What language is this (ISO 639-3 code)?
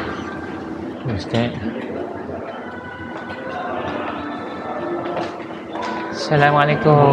msa